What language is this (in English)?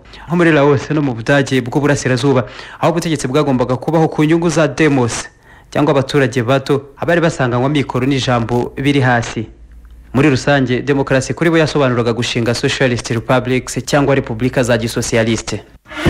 Kinyarwanda